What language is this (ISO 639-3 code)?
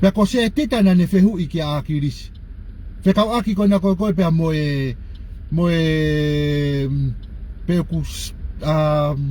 ton